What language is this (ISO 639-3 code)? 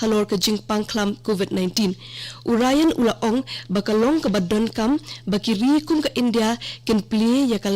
kha